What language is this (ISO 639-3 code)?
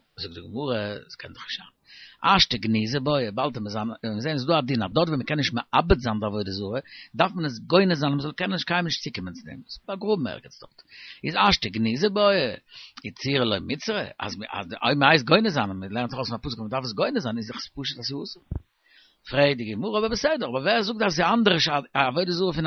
yid